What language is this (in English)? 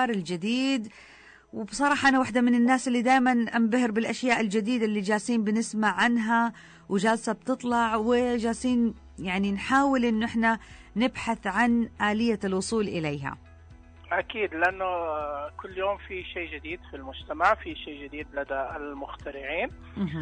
Najdi Arabic